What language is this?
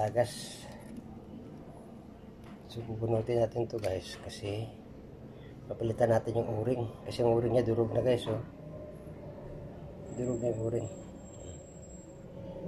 Filipino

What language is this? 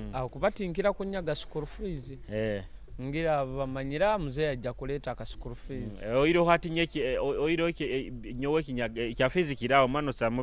Nyoro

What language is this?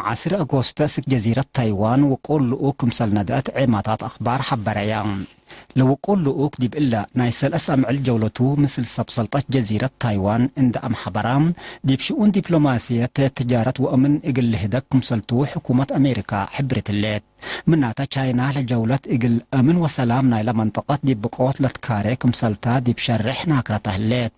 Tigre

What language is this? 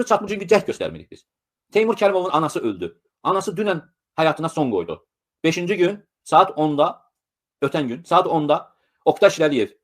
Azerbaijani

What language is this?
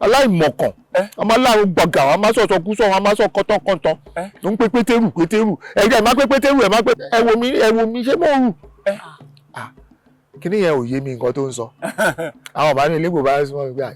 Yoruba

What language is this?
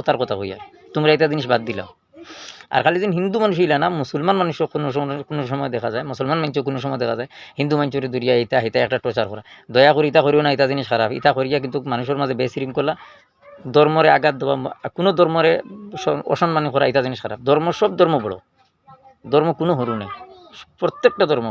Sylheti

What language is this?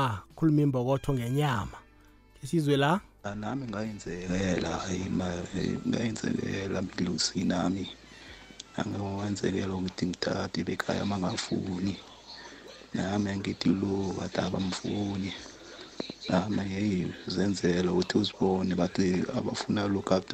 South Ndebele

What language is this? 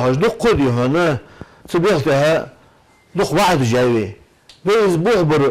Ingush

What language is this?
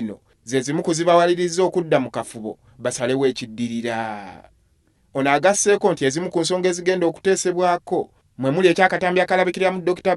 Ganda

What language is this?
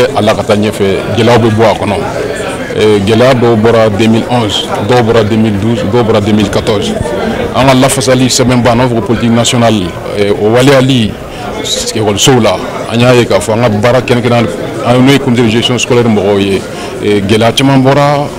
Bambara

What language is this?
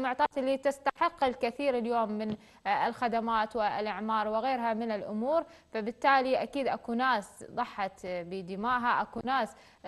Mesopotamian Arabic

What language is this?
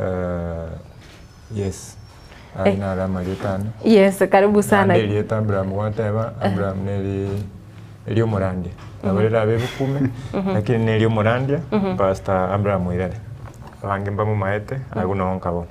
Gusii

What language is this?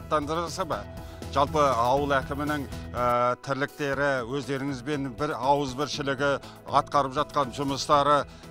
Kazakh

